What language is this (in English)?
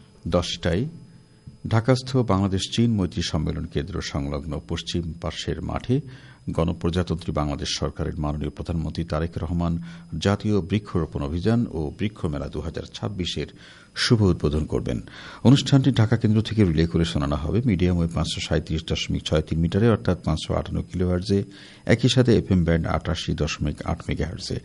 Bangla